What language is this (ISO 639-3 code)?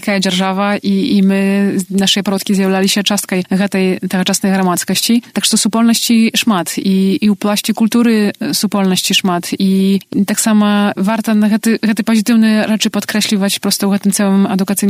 bel